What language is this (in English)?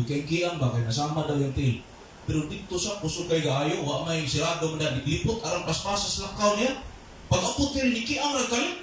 Cebuano